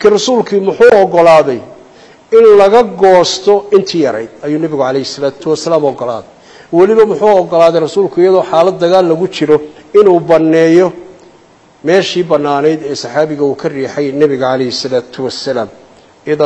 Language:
Somali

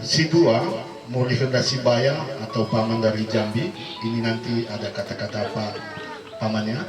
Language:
Nias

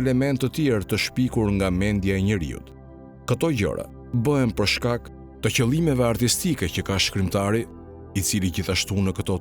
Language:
Albanian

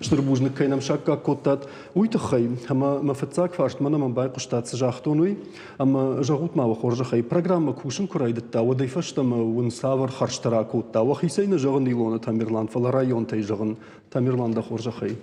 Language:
Ossetic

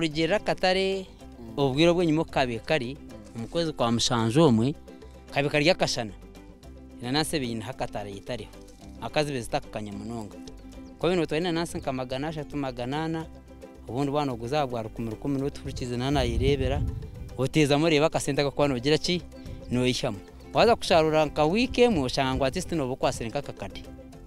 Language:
Nyankole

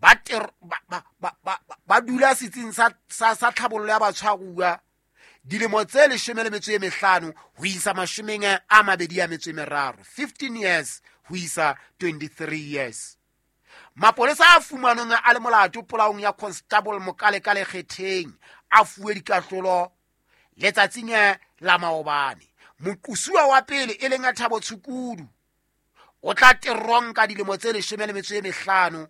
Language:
Southern Sotho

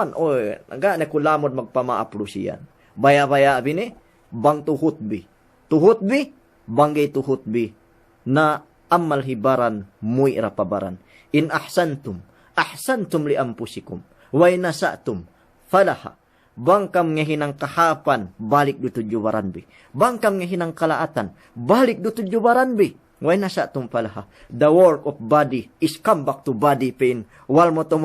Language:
Yakan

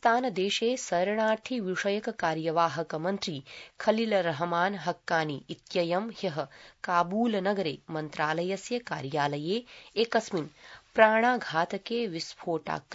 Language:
Sanskrit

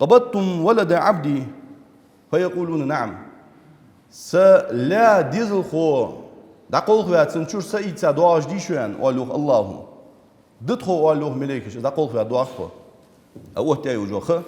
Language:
Ingush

